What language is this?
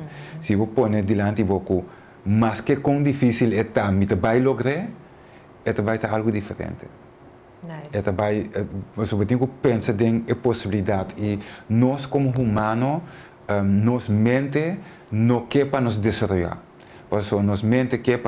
Papiamento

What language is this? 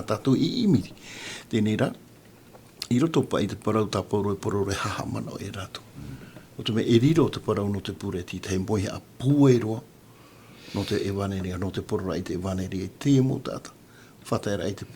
Tahitian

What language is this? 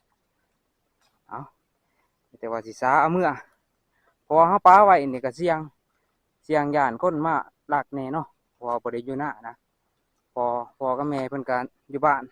Lao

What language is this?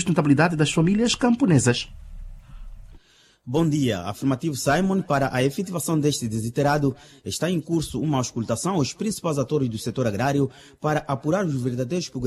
Portuguese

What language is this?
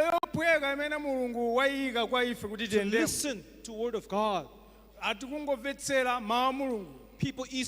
Nyanja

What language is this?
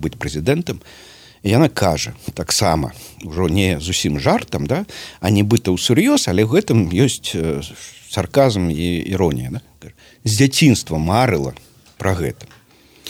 Belarusian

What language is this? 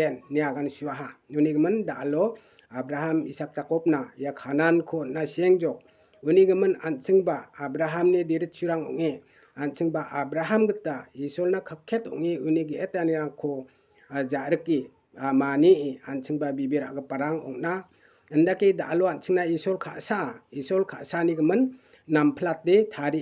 Garo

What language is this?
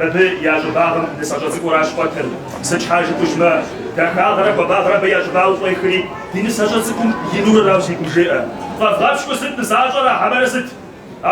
Kabardian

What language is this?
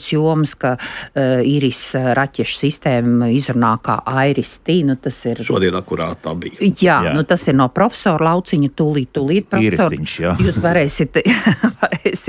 Latvian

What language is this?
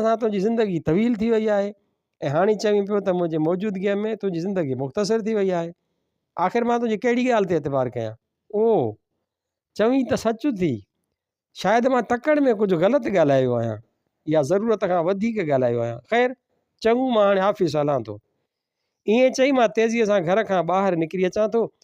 Sindhi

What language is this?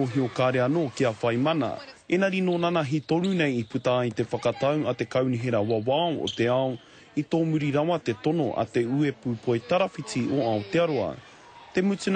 Māori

